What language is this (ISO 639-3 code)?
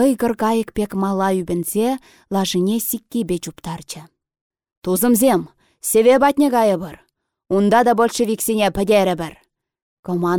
chv